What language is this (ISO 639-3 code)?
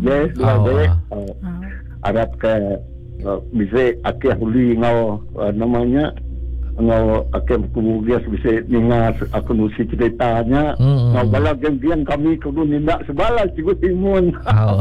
iba